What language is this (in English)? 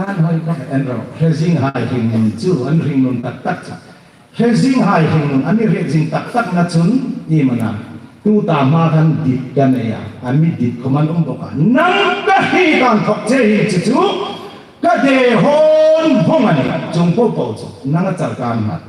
Hmar